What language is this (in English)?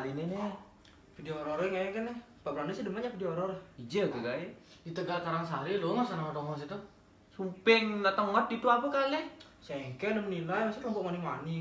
Balinese